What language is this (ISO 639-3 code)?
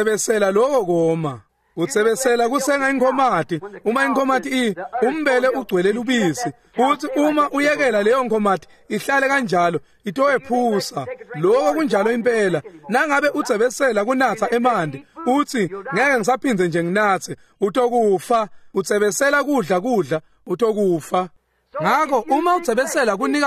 ssw